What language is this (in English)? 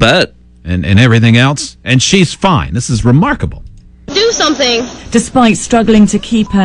English